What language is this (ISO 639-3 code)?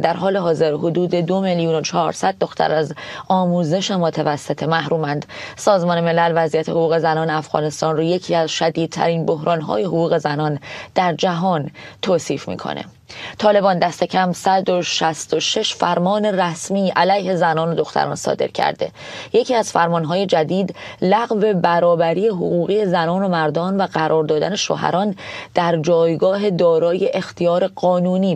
fas